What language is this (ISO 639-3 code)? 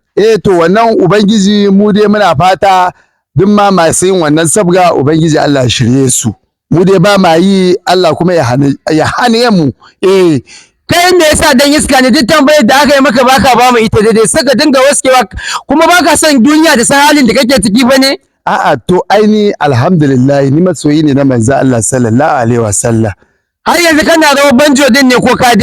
hau